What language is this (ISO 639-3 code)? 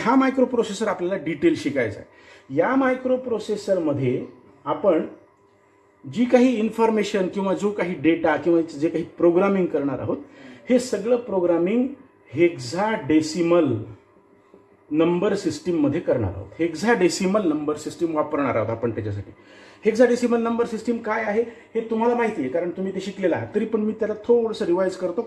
mar